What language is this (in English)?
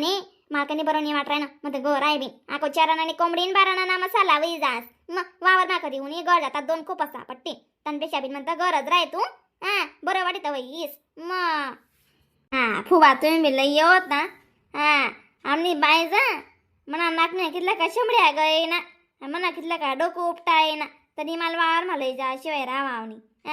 Khandesi